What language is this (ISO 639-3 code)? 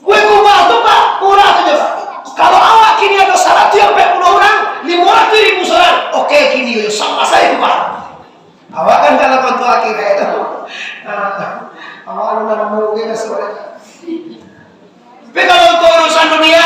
min